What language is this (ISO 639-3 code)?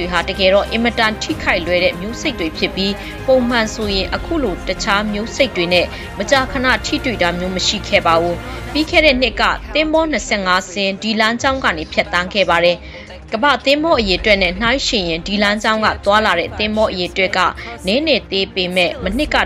mya